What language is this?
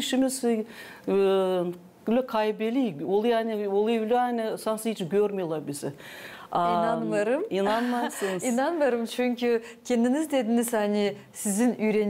Gagauz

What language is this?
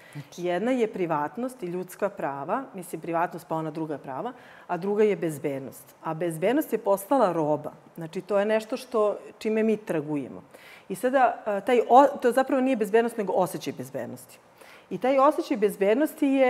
Serbian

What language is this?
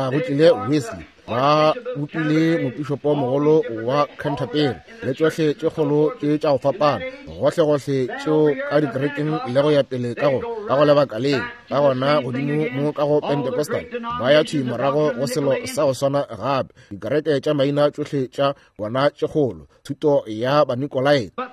Northern Sotho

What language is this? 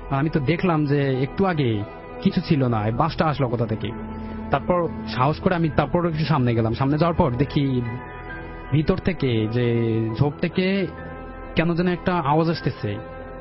Bangla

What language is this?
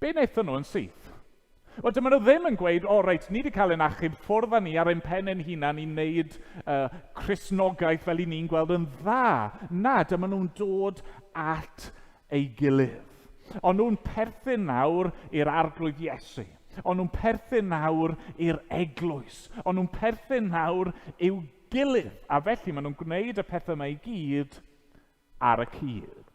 Welsh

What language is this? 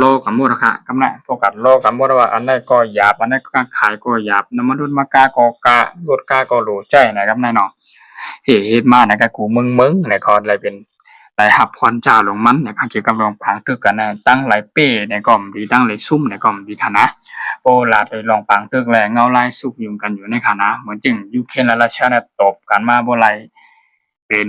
Shan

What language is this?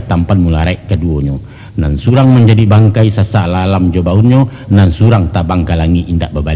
Minangkabau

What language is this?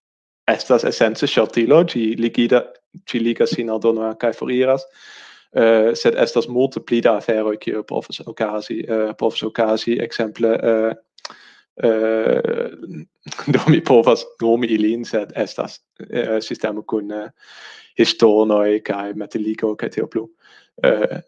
Esperanto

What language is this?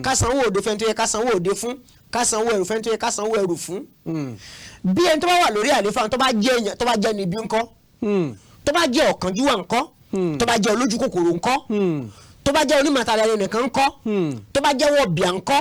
Yoruba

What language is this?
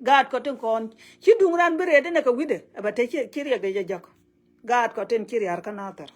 Nuer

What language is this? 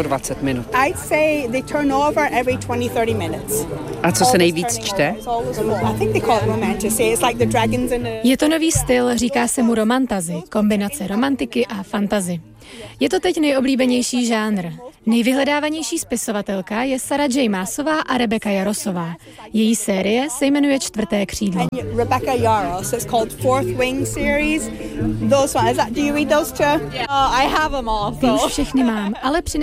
Czech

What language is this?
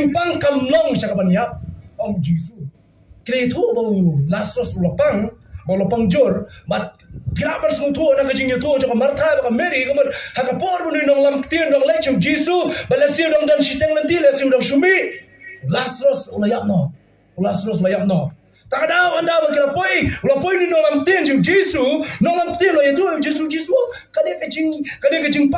Khasi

